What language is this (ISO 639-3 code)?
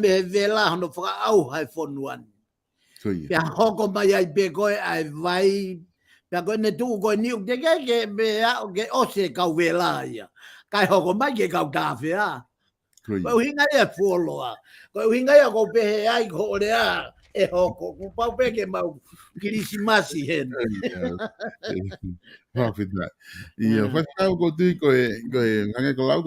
ton